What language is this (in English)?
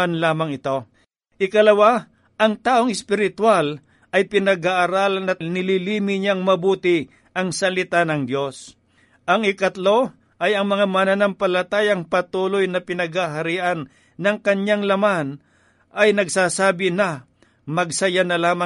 Filipino